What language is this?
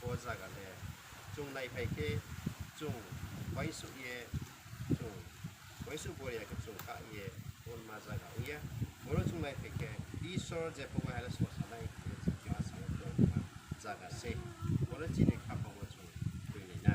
Riang (India)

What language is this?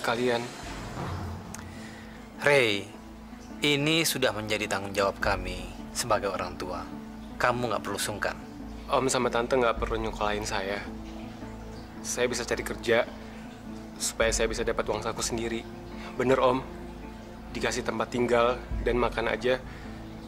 Indonesian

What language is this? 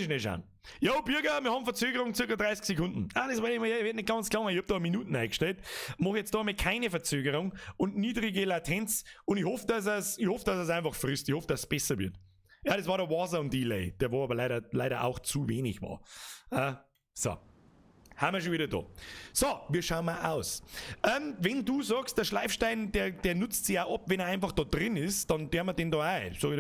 Bavarian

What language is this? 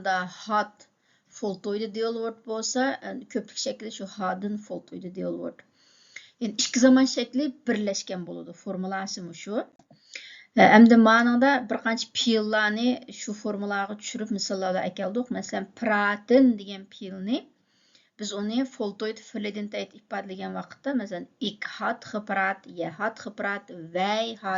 Uyghur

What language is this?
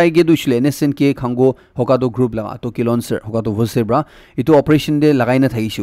Naga Pidgin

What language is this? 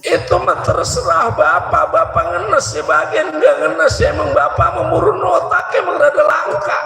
Betawi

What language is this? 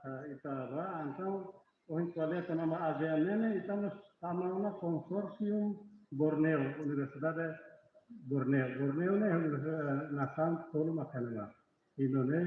Tetum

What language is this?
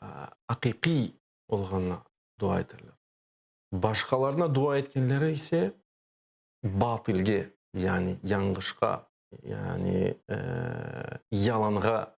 Crimean Tatar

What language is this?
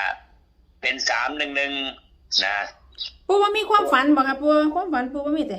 Northeastern Thai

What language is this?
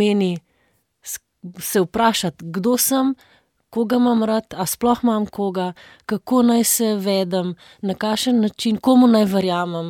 Slovenian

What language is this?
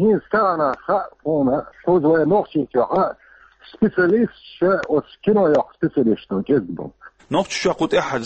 Chechen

